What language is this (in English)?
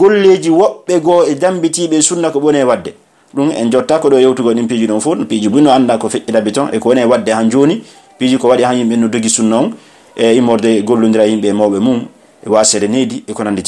Pular